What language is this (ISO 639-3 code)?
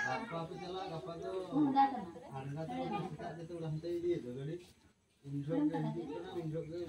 sat